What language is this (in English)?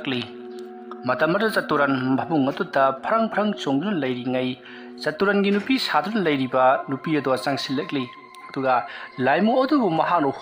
Manipuri